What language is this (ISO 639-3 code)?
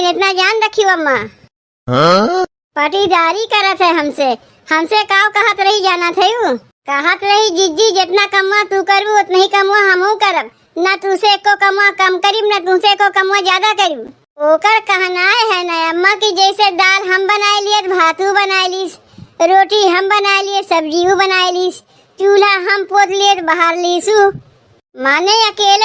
awa